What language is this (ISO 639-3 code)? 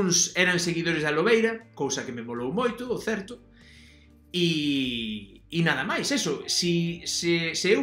glg